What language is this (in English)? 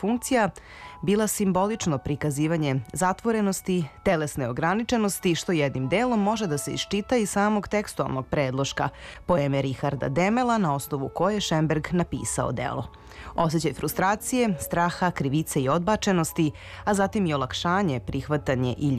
Serbian